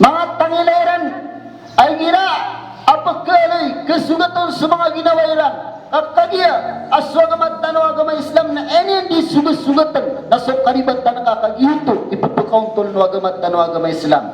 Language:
Maranao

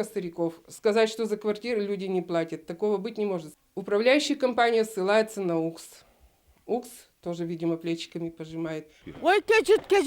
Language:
Udmurt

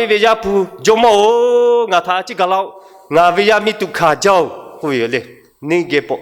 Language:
Lahu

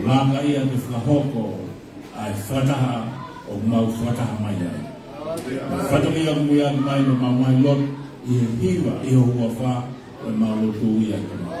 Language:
Tongan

